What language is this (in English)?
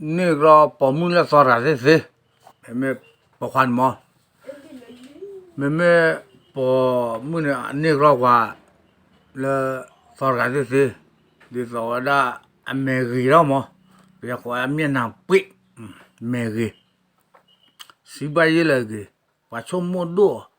S'gaw Karen